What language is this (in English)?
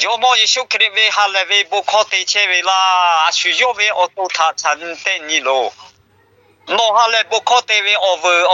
Lahu